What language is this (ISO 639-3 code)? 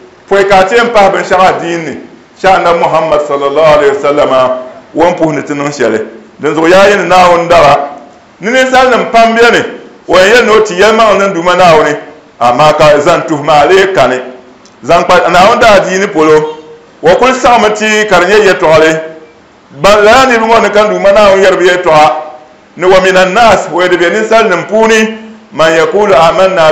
dag